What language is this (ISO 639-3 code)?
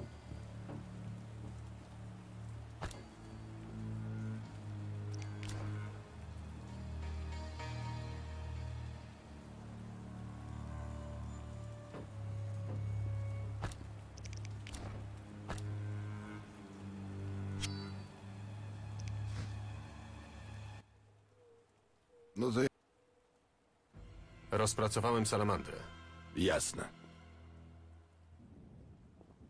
pol